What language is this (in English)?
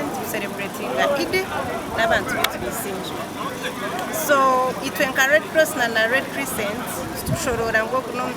Nyankole